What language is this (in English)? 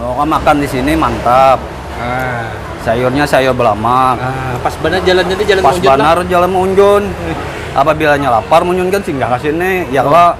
Banjar